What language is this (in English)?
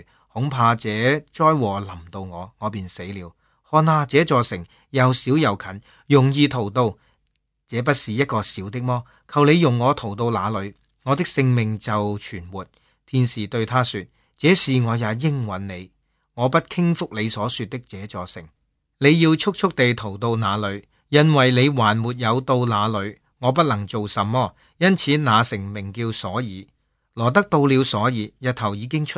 Cantonese